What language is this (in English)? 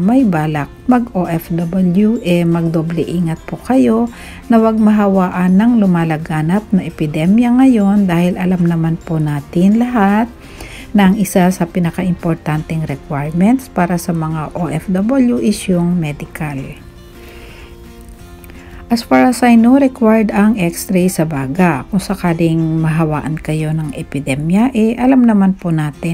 Filipino